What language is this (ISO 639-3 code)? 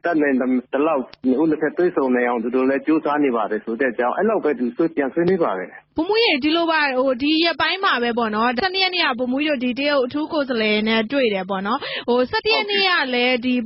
mya